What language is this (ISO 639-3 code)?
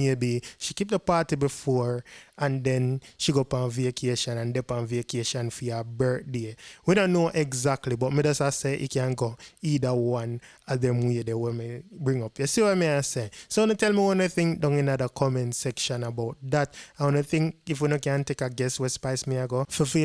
jam